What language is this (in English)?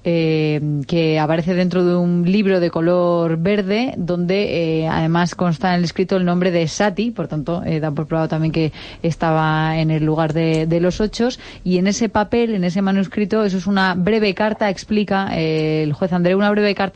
Spanish